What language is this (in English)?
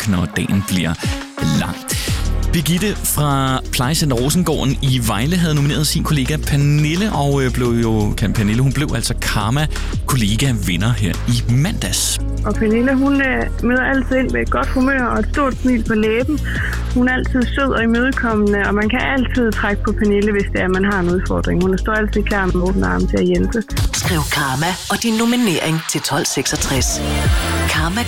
Danish